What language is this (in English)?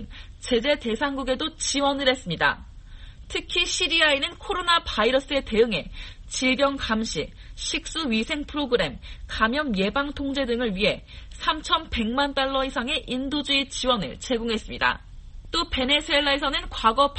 Korean